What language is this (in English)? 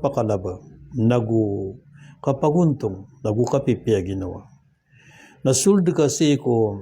Maranao